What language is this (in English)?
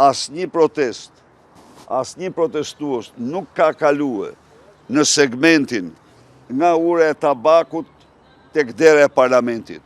Albanian